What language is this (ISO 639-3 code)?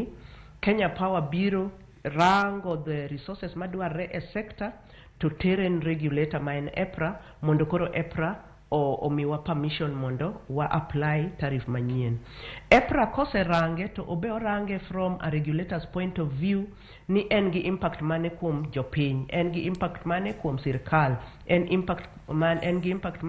luo